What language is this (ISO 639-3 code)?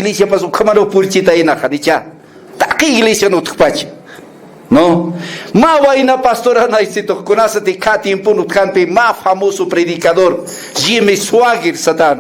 aym